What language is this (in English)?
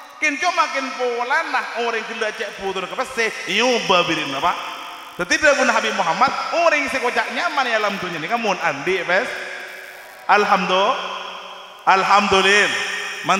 Madurese